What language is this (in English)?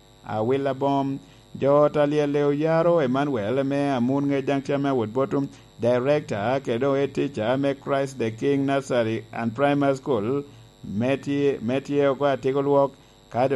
Lango (Uganda)